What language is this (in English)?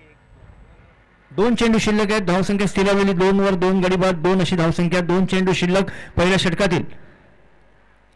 Marathi